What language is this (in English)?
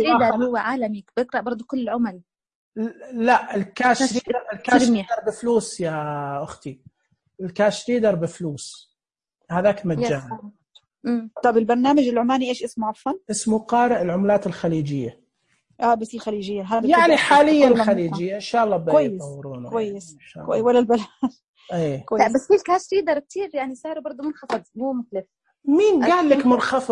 Najdi Arabic